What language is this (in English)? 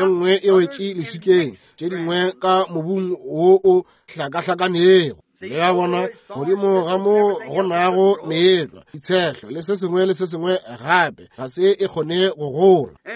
Northern Sotho